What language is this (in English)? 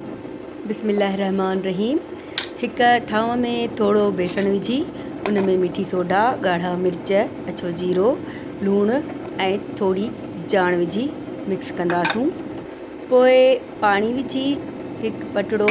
Sindhi